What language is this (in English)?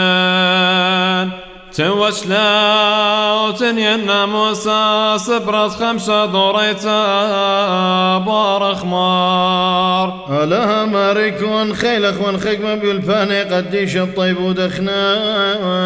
Classical Syriac